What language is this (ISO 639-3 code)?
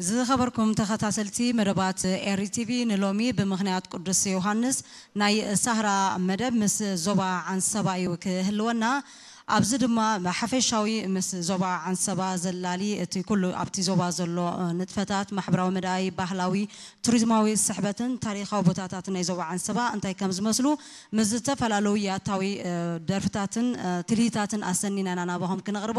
tir